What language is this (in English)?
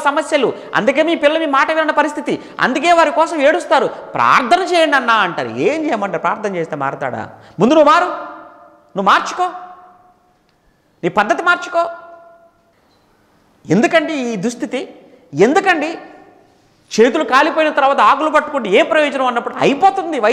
Telugu